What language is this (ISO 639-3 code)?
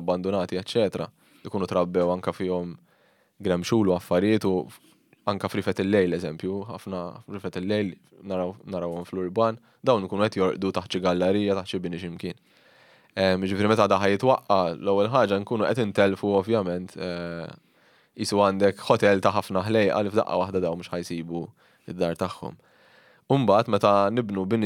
mlt